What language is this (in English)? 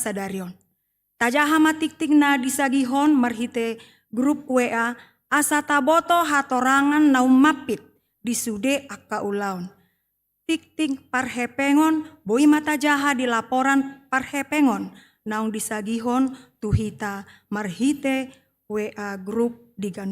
Batak Toba